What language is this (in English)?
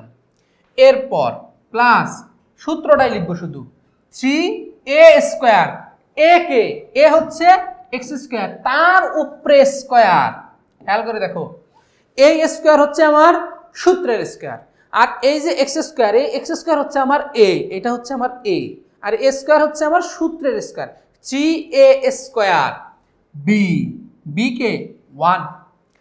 Bangla